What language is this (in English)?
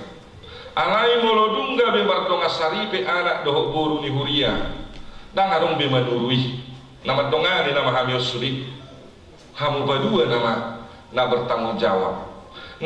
Batak Toba